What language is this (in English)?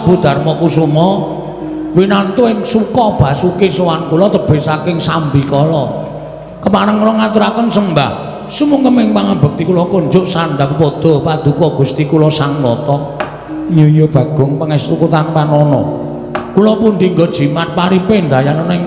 Javanese